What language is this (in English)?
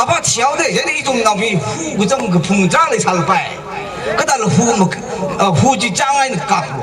Tangkhul Naga (India)